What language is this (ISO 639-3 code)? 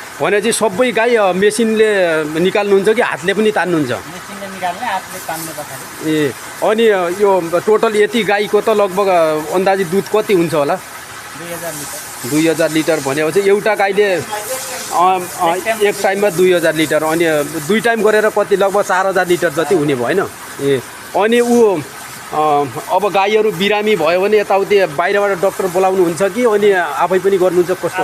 nep